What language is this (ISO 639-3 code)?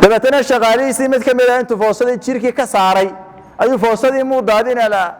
som